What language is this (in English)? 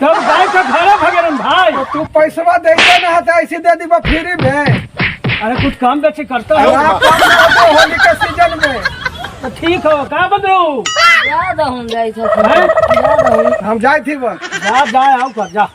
Magahi